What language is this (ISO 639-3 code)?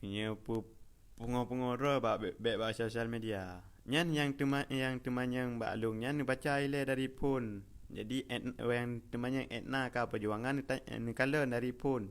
ace